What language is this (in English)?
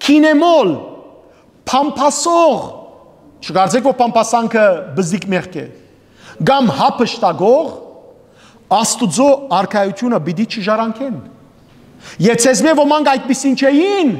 Western Armenian